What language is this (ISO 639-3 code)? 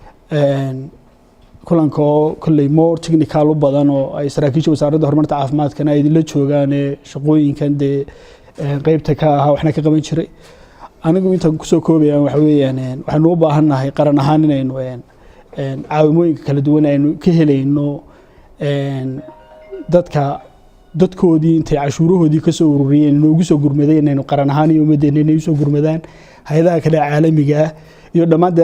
som